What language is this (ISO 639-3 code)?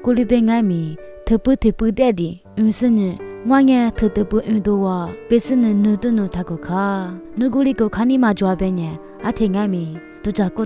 lis